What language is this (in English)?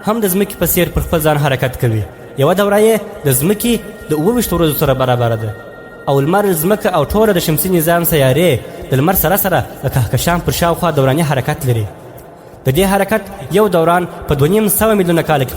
Pashto